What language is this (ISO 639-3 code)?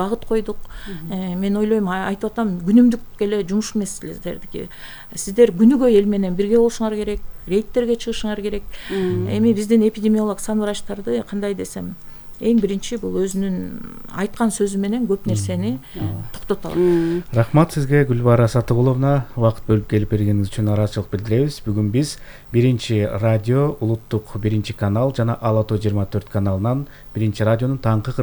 kir